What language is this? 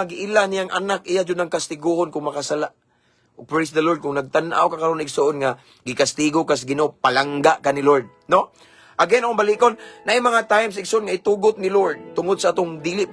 Cebuano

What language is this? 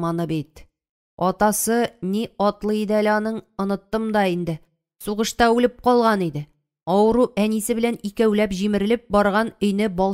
Tatar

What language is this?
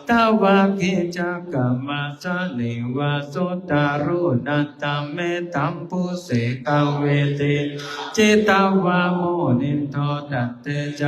Pali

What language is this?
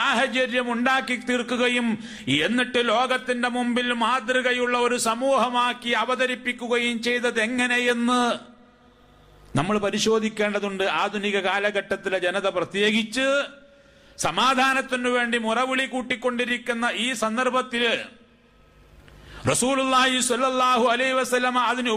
Malayalam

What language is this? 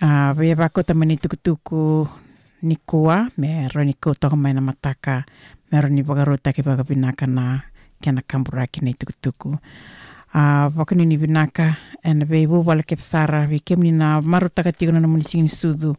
Fijian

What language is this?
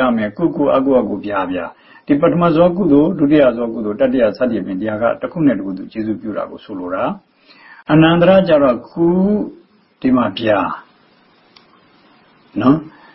Burmese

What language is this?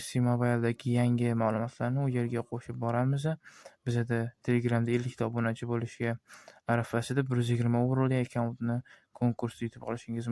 Uzbek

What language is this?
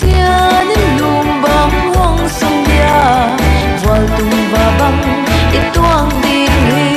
Paite Chin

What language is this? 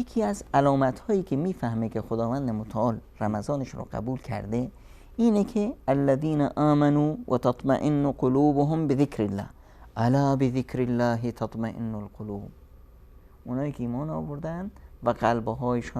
Persian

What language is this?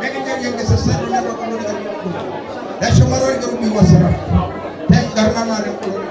Masai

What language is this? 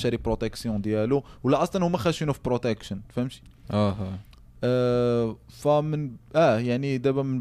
Moroccan Arabic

